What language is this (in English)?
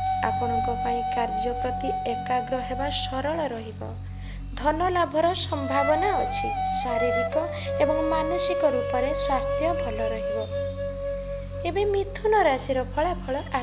Odia